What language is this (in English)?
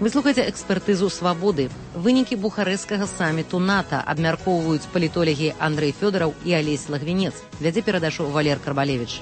Belarusian